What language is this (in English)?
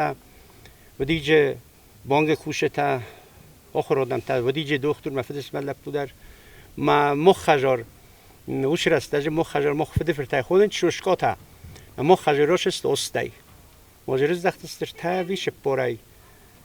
Ossetic